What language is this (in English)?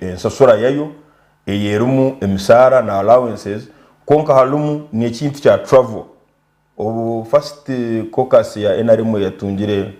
Nyankole